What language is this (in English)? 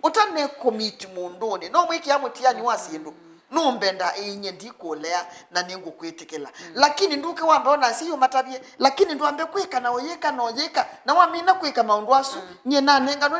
Kamba